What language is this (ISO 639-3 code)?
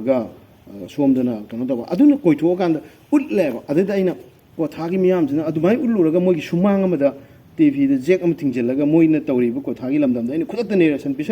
mni